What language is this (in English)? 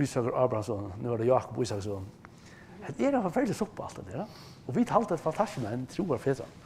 Faroese